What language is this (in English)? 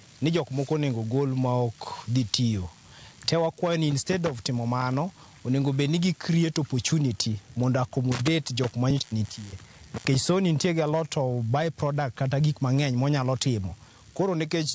Luo (Kenya and Tanzania)